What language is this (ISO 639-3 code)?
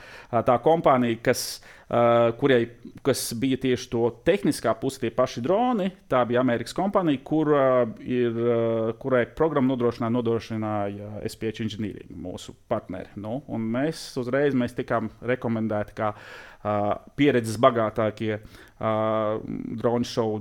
lav